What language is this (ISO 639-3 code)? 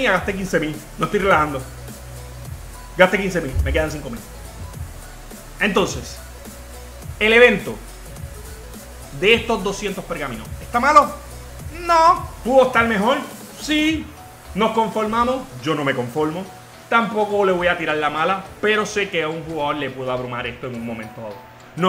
spa